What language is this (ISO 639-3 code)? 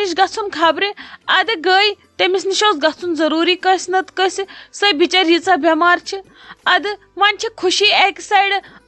kas